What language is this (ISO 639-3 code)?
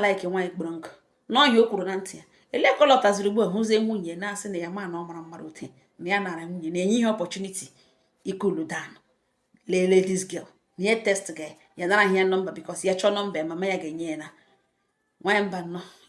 ibo